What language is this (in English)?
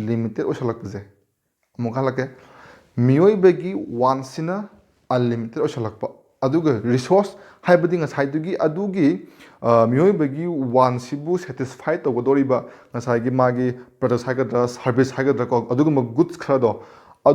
Manipuri